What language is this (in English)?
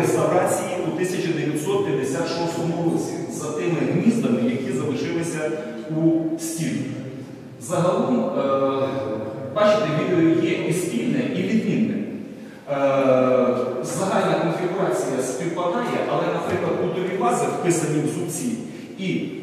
Ukrainian